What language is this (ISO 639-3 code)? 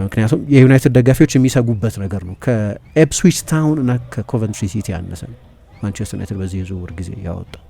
amh